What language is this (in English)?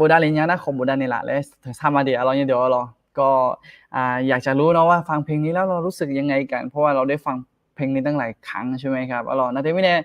Akha